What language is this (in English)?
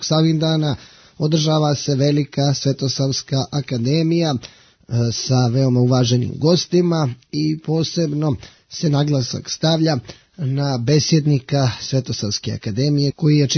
Bosnian